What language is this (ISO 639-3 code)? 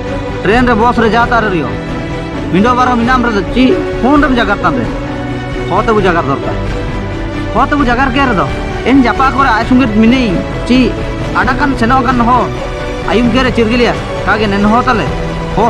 hoc